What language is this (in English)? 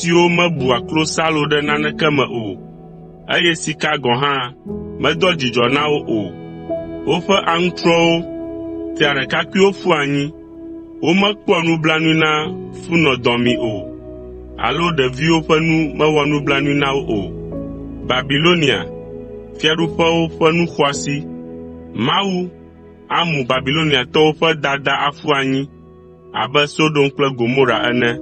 Ewe